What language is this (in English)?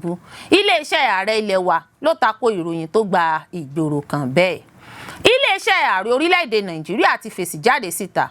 Yoruba